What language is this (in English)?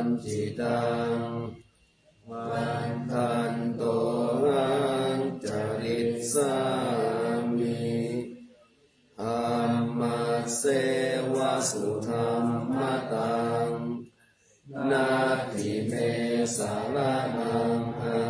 Pali